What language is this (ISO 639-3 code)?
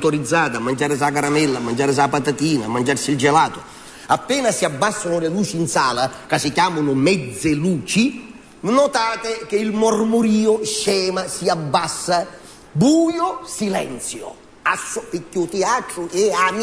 scn